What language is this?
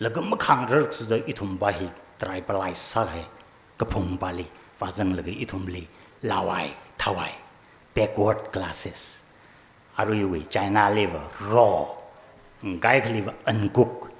Tangkhul Naga (India)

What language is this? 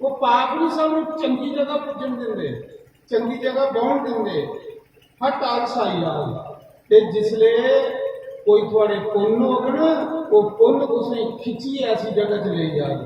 Dogri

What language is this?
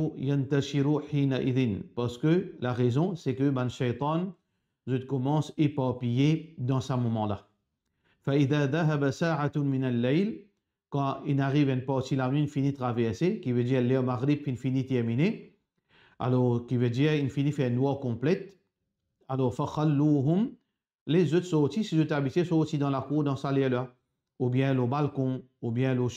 Morisyen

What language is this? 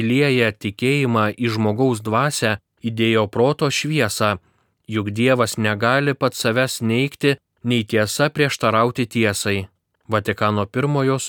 Lithuanian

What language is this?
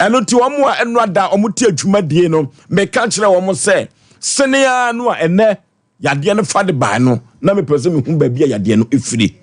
Akan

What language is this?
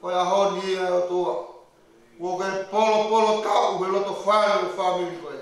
Tongan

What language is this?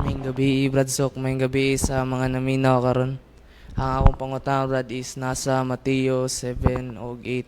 Cebuano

